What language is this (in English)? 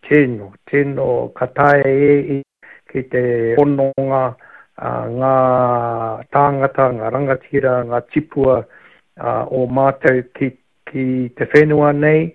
Māori